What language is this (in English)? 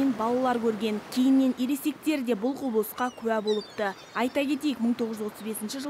Kazakh